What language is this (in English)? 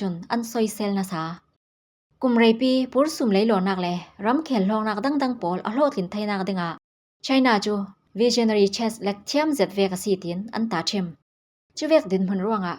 Falam Chin